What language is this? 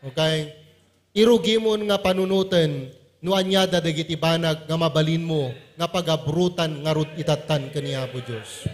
Iloko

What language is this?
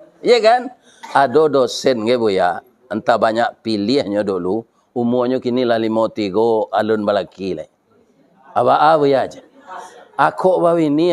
Minangkabau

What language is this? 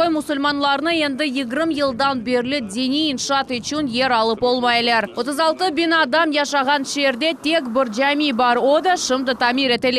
Crimean Tatar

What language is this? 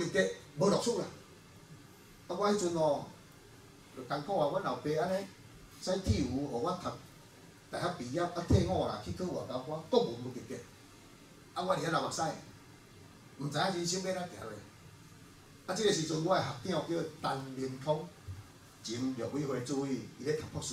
Min Nan Chinese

